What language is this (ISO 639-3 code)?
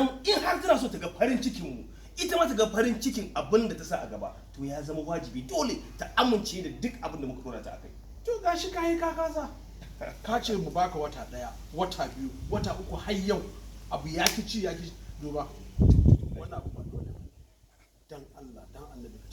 hau